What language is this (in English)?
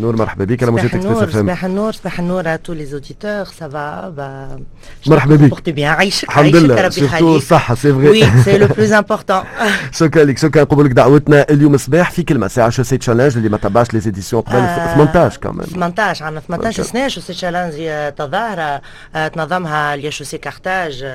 Tunisian Arabic